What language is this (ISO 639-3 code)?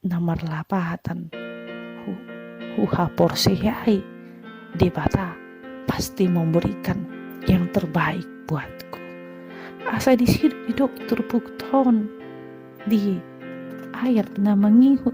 bbc